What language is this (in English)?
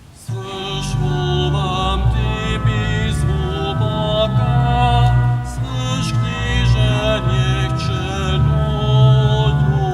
Upper Sorbian